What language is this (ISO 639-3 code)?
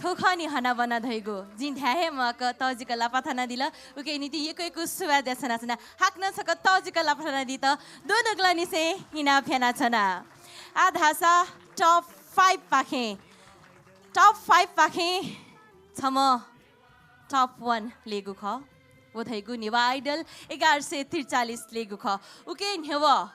new